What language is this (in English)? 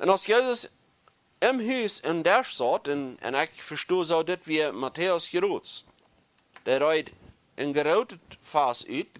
Plautdietsch